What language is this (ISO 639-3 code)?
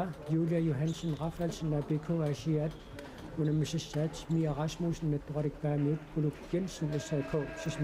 kal